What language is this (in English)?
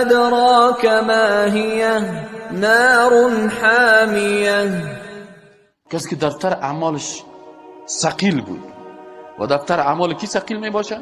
Persian